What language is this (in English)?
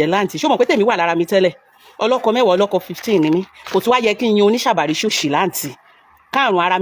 Yoruba